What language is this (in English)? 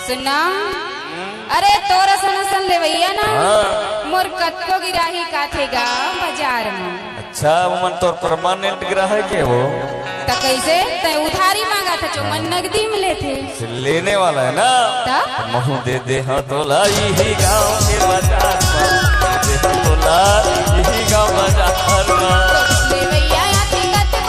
Chhattisgarhi